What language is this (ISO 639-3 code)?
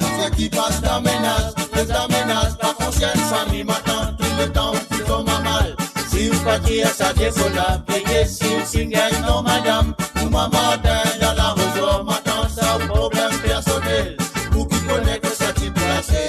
mfe